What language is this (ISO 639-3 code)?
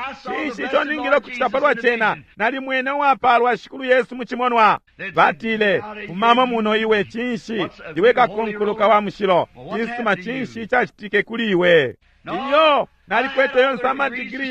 bem